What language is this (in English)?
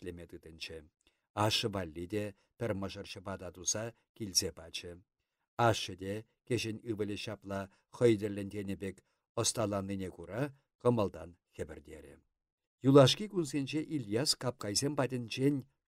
Chuvash